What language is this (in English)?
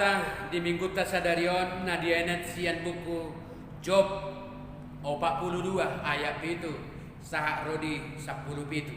Batak Toba